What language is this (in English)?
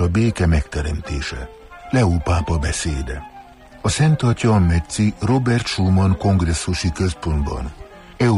Hungarian